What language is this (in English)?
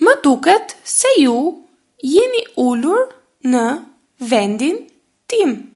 Albanian